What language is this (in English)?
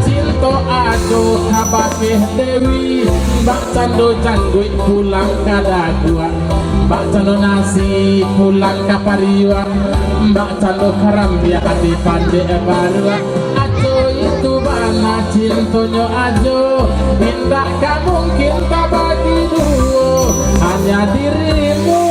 Minangkabau